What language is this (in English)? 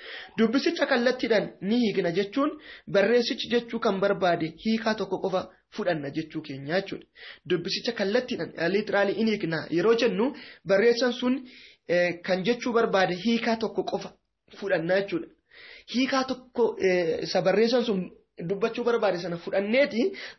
Oromo